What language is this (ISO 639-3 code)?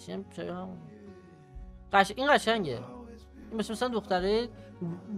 fas